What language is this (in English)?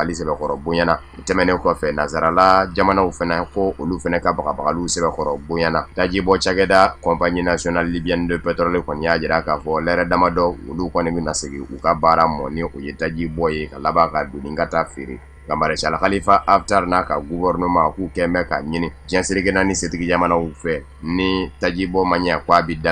Bambara